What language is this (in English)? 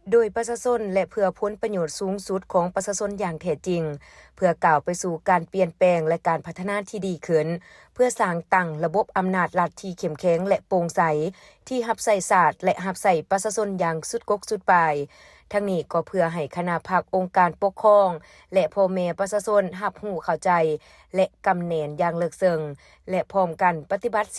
Lao